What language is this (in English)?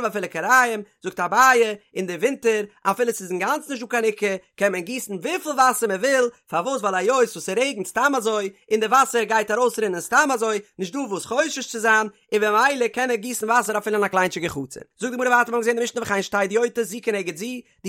Yiddish